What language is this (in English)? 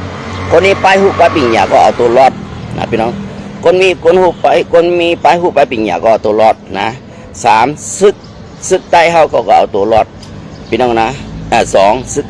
Shan